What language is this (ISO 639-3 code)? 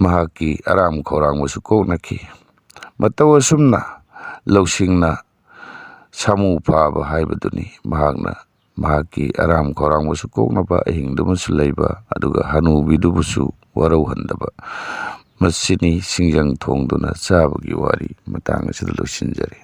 mni